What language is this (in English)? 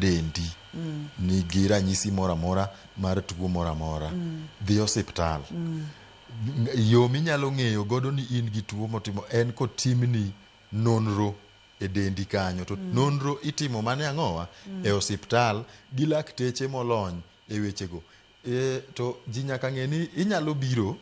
Luo (Kenya and Tanzania)